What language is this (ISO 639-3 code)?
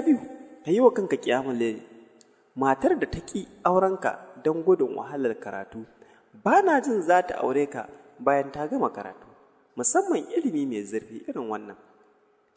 hau